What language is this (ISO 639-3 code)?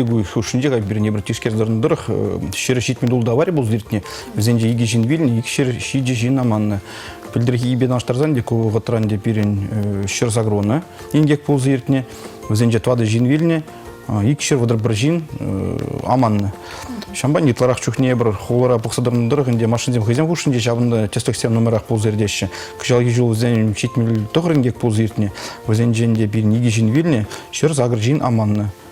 chv